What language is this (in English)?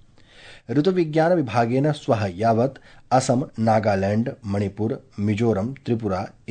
Sanskrit